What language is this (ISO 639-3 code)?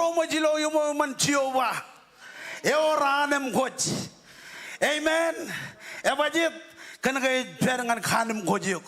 mah